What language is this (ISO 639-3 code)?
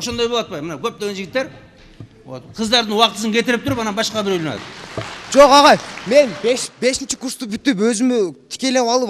kir